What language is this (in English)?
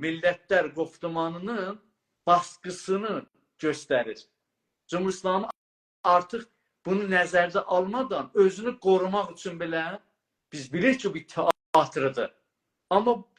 South Azerbaijani